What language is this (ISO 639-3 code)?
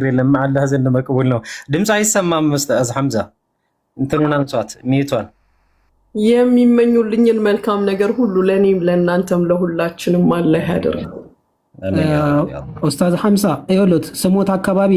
amh